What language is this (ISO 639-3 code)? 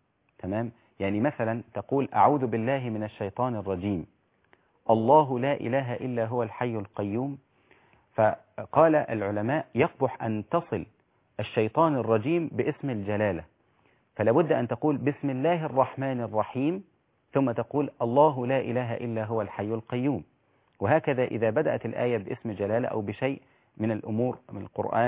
ara